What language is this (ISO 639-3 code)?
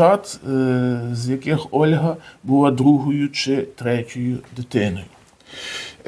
ukr